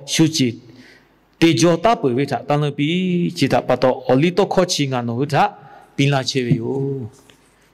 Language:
Lahu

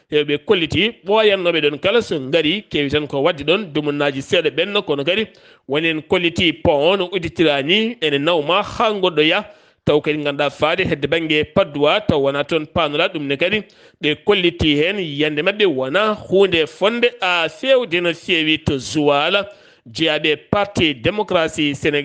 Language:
Fula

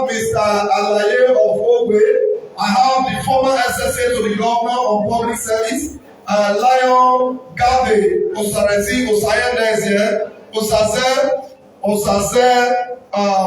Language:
Nigerian Pidgin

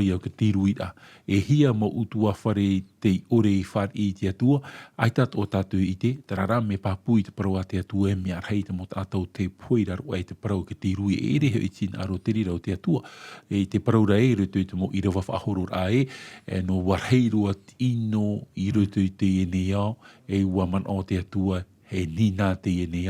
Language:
Tahitian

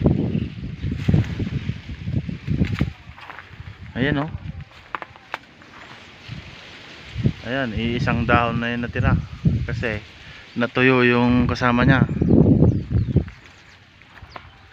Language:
Filipino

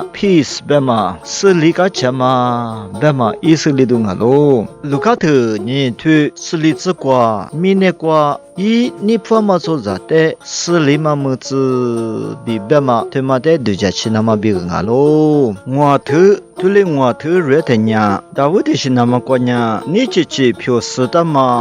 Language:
Lisu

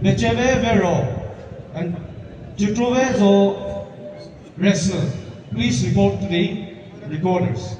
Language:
Chokri Naga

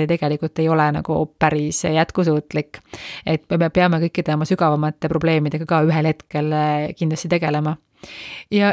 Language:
Estonian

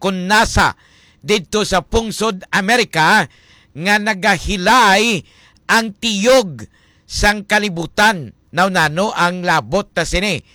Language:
Hiligaynon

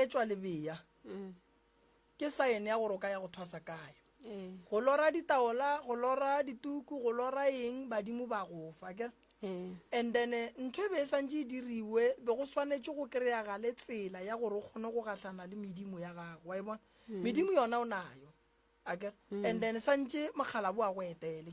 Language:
Northern Sotho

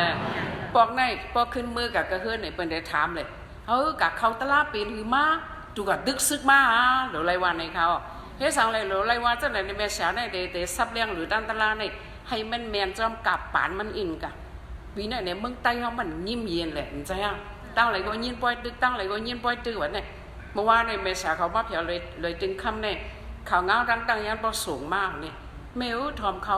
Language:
Shan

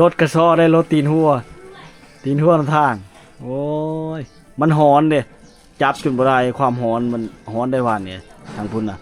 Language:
Lao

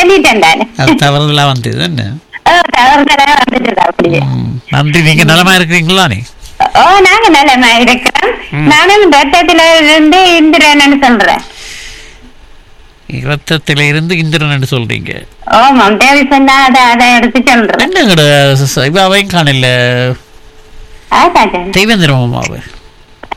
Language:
Tamil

